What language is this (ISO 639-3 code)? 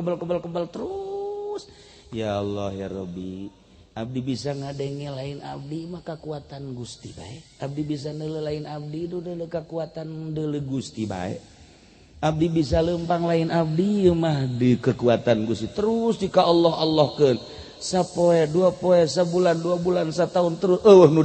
sun